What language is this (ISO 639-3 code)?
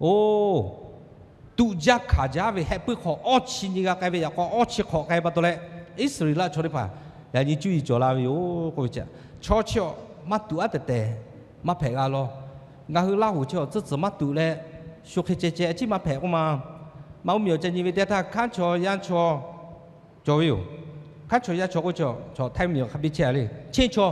lhu